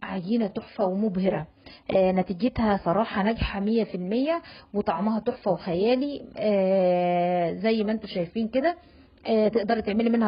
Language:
Egyptian Arabic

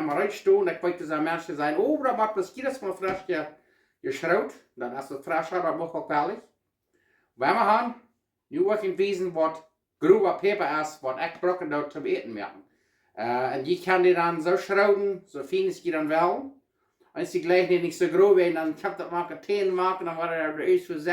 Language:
Plautdietsch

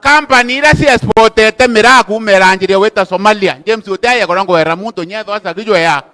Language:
Meru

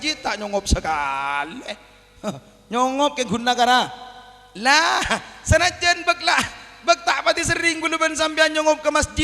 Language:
Madurese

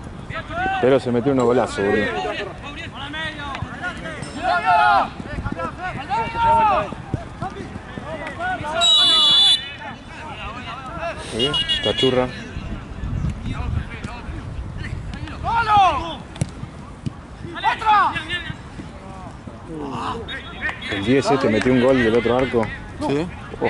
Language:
Spanish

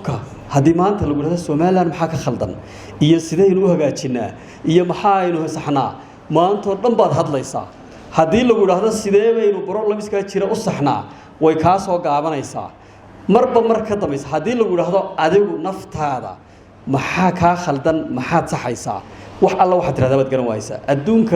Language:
Somali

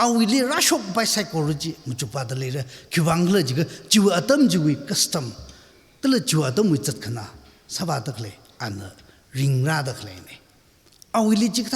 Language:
Tangkhul Naga (India)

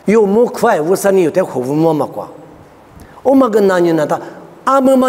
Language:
Lisu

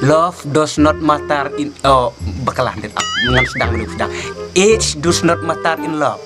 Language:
Khasi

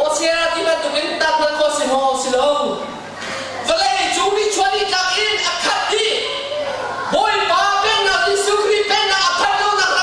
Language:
Hakha Chin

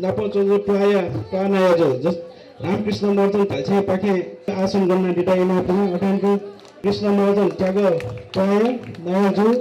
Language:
Newari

